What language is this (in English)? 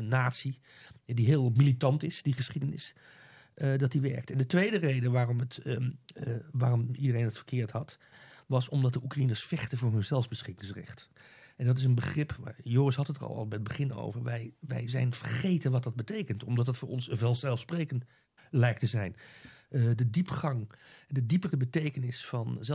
Dutch